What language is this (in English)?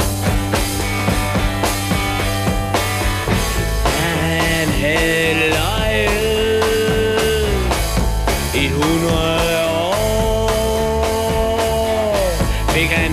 Danish